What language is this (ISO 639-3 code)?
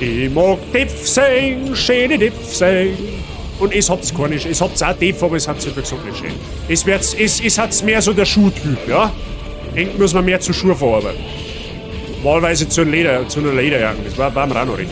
bar